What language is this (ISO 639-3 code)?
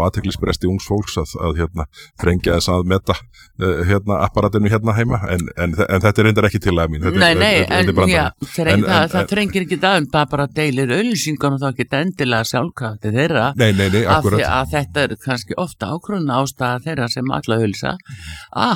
isl